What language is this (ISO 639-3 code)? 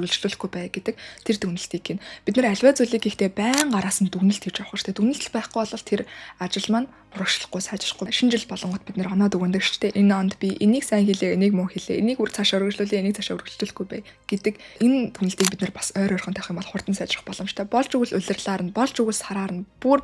mon